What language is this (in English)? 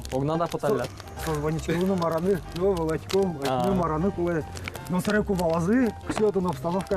Udmurt